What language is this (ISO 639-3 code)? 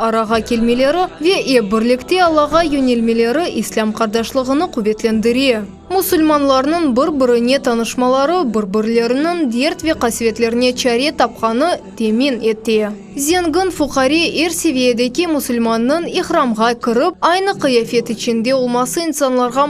crh